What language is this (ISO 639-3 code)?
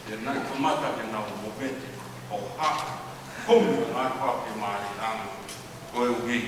ton